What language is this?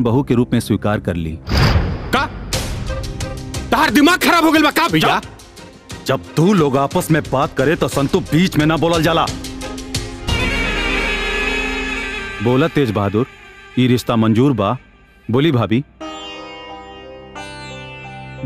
Bhojpuri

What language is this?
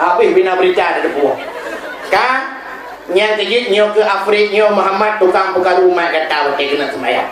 Achinese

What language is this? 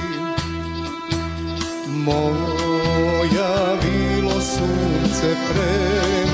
Serbian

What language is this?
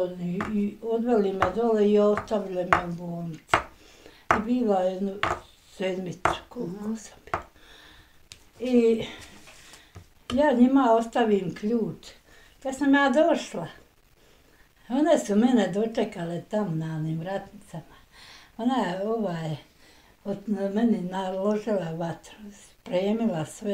Bosnian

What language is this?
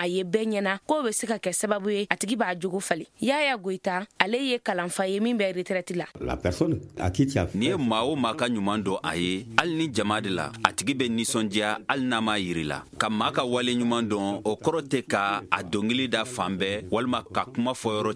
Bambara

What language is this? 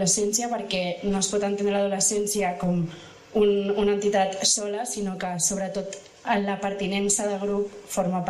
Catalan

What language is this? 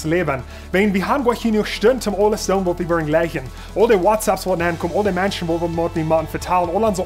Plautdietsch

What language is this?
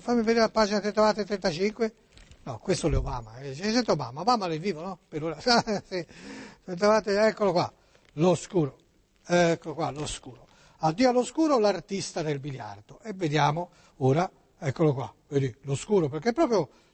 Italian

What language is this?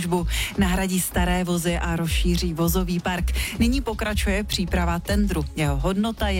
Czech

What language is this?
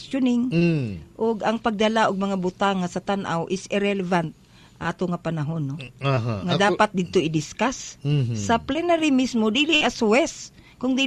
Cebuano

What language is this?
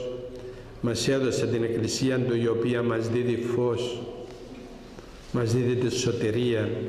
Greek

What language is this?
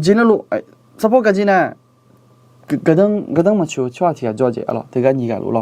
Akha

